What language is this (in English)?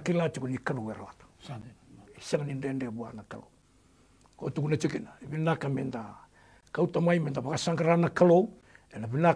Fijian